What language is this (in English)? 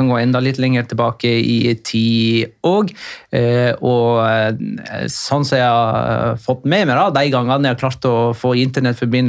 Norwegian